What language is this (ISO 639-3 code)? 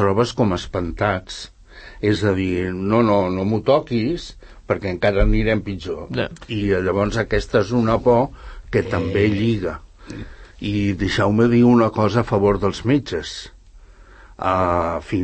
cat